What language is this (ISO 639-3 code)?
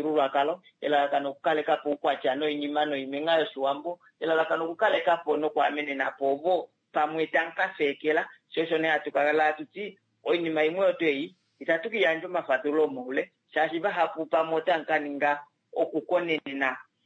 kua